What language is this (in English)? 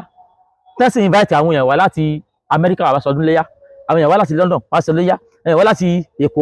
Yoruba